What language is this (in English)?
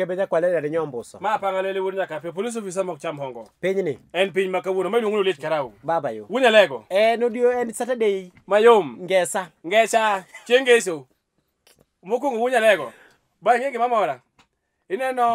Luo (Kenya and Tanzania)